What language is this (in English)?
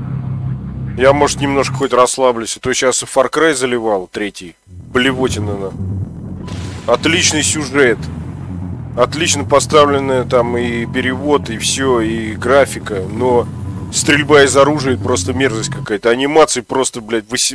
Russian